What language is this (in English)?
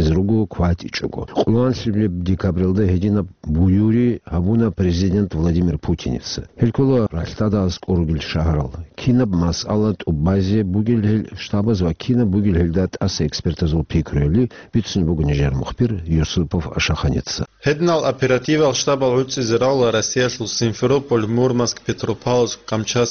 Avaric